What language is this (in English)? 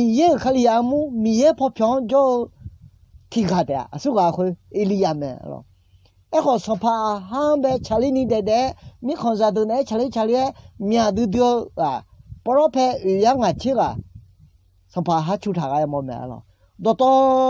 Akha